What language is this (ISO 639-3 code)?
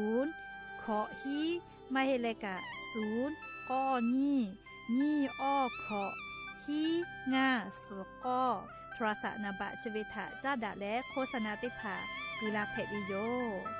lhu